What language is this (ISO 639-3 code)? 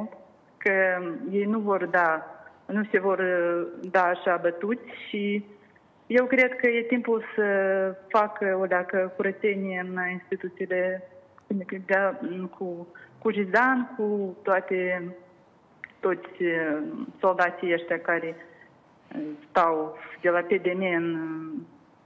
ron